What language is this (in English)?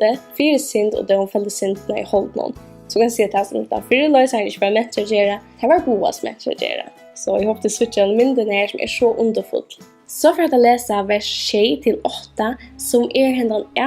Faroese